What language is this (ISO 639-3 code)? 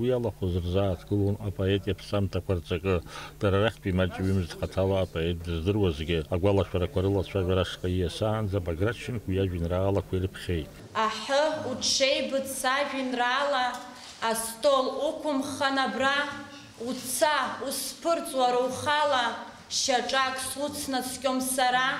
abk